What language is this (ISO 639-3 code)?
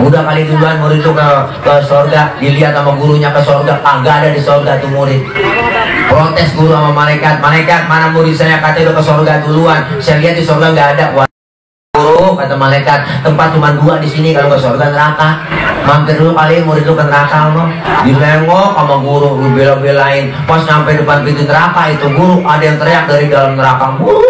bew